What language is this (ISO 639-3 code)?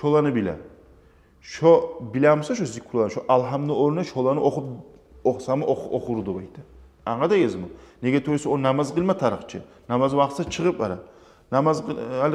kum